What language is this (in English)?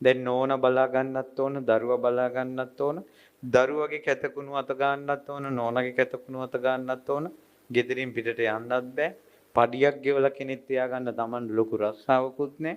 Sinhala